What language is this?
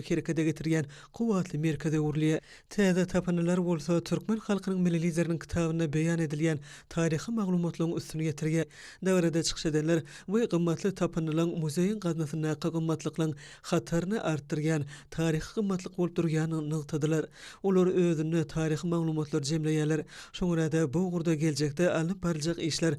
Turkmen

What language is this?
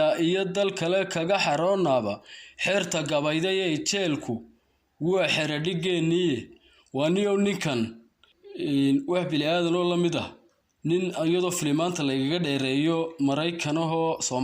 Somali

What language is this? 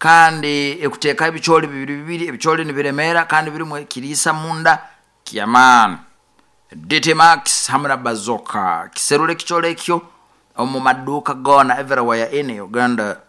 Nyoro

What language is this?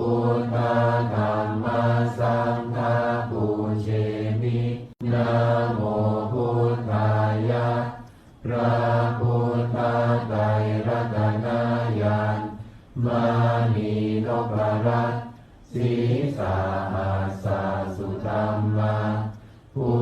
Pali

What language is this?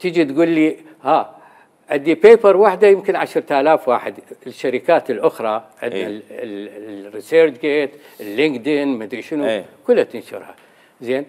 Mesopotamian Arabic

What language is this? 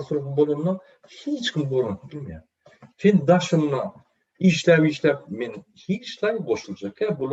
Turkmen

